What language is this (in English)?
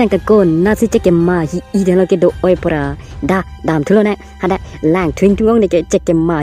Karbi